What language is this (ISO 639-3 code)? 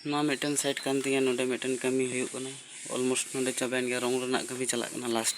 sat